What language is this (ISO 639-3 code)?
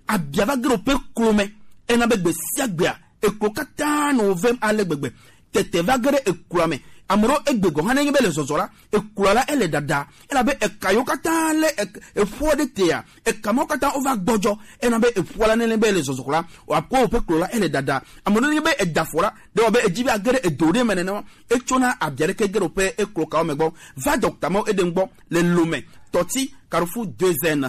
gej